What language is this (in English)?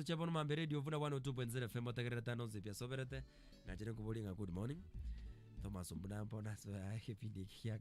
Gusii